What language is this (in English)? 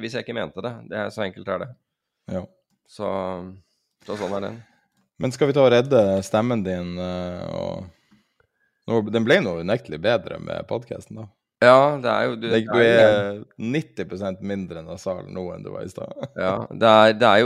Norwegian